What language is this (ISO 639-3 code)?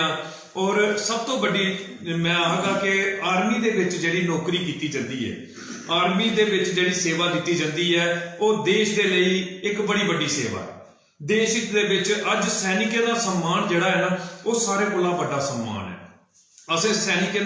doi